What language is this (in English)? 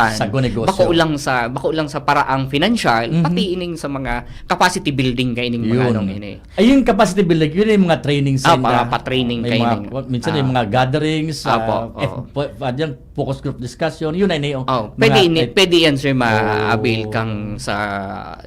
Bikol